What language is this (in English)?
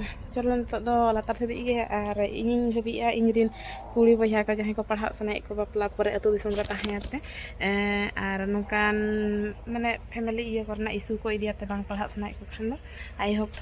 Santali